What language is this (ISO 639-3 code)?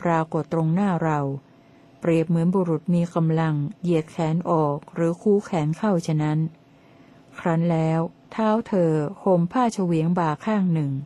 tha